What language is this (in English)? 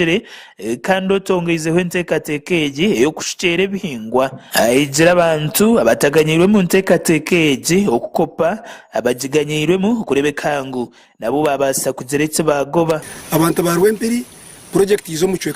Nyankole